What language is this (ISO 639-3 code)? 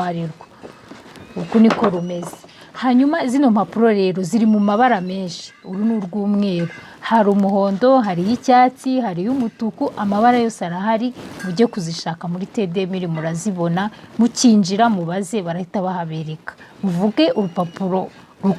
kin